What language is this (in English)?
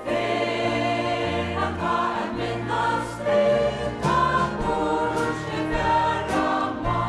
Faroese